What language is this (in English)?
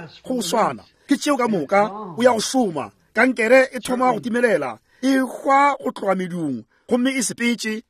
Northern Sotho